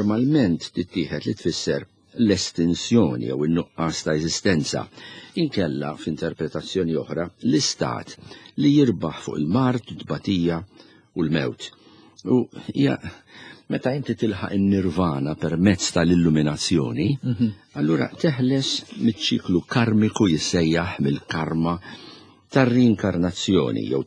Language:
Maltese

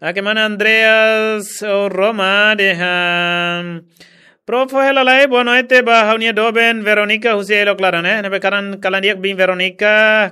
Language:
Tetum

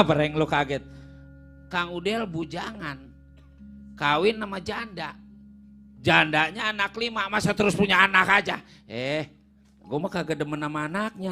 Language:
Betawi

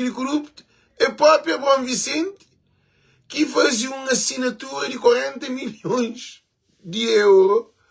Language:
Kabuverdianu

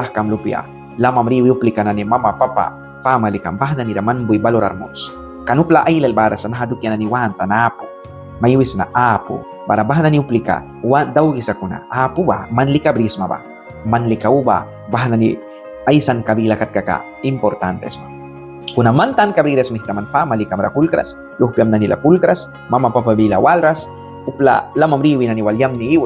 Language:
Mískito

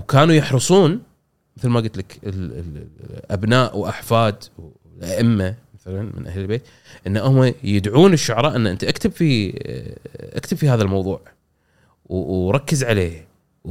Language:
Gulf Arabic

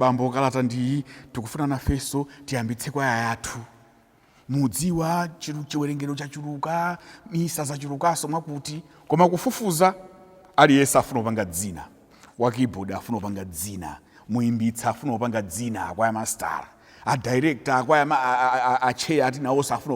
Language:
Nyanja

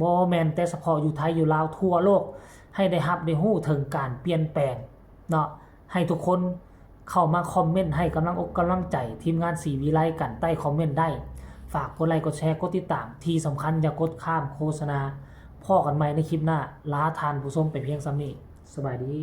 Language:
Northeastern Thai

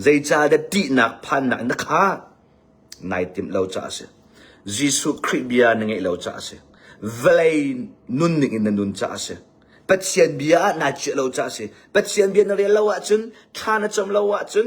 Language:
Hakha Chin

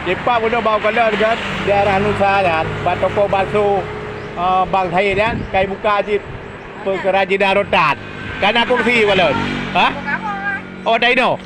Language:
Achinese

